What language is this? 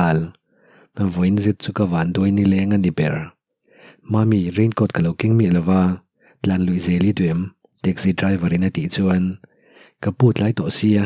Mizo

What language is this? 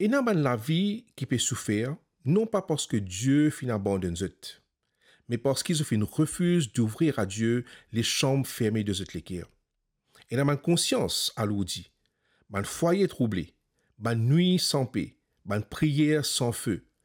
Morisyen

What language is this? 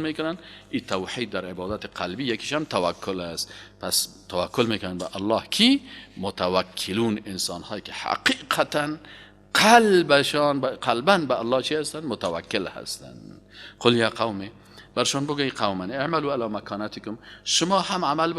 Persian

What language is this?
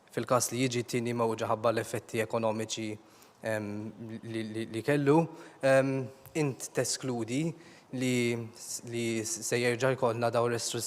Maltese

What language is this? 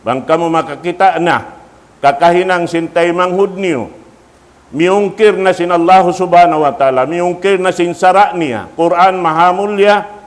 Tausug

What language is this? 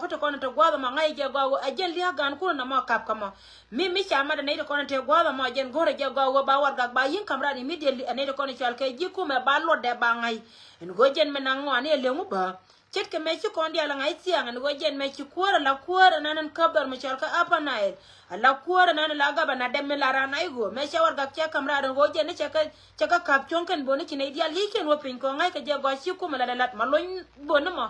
Nuer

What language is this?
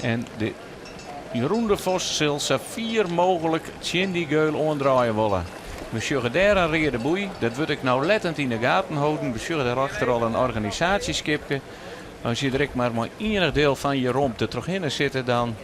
Western Frisian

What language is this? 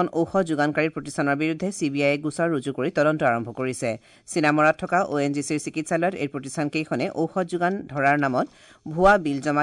Assamese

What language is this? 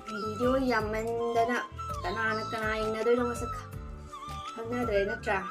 Manipuri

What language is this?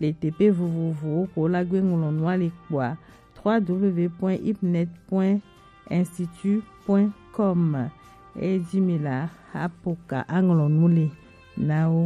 Gen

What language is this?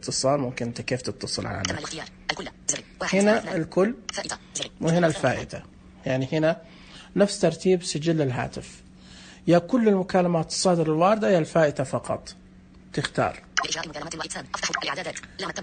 Najdi Arabic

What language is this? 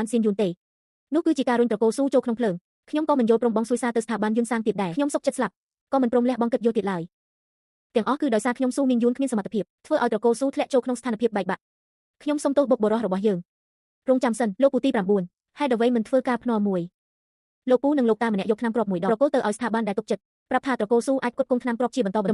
Khmer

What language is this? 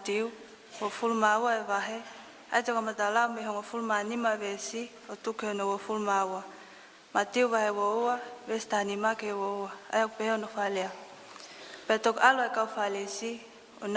Tongan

